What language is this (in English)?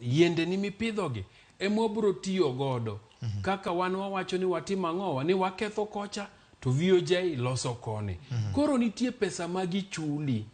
Luo (Kenya and Tanzania)